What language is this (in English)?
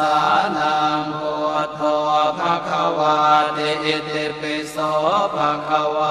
Pali